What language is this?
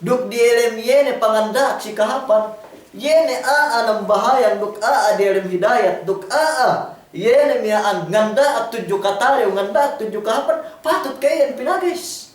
Yakan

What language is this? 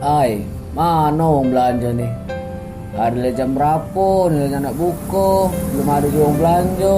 Musi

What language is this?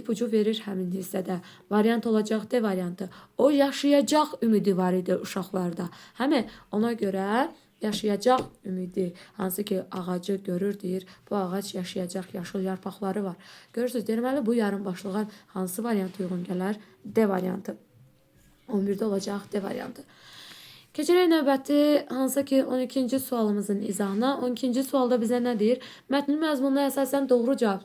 Azerbaijani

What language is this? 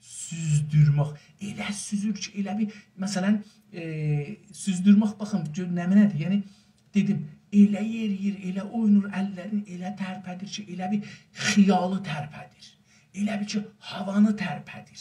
South Azerbaijani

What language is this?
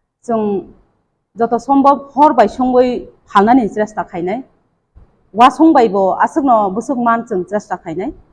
Kok Borok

